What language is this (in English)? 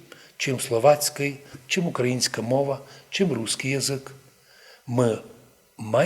Rusyn